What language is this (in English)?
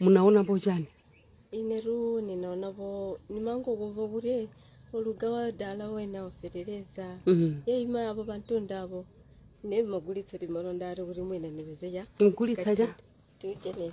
Nyanja